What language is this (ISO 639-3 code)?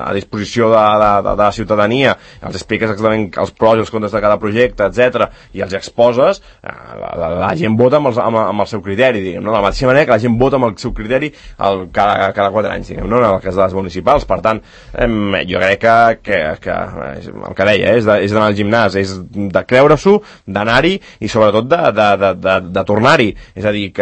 cat